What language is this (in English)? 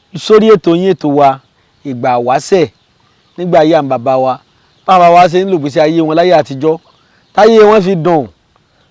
Yoruba